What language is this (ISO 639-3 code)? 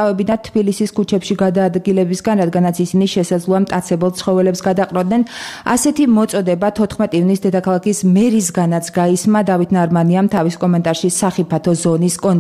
kat